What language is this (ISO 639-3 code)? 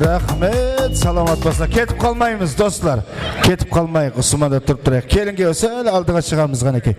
kaa